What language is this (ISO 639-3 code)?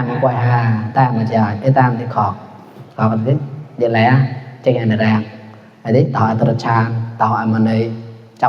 mnw